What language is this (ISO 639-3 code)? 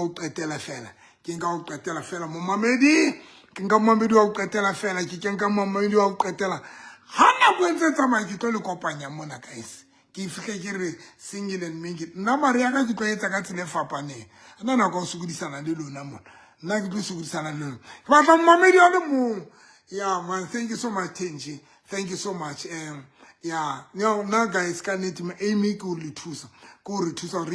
sot